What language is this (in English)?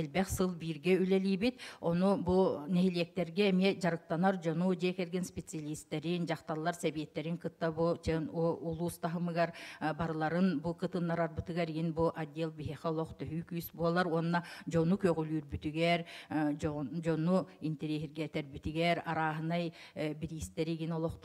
Yakut